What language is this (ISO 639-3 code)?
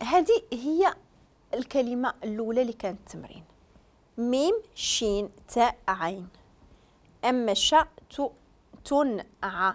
ary